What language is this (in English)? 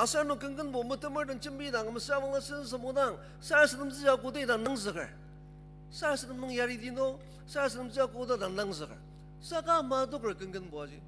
Ao Naga